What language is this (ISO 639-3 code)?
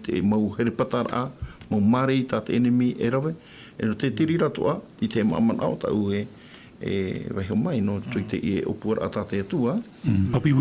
tah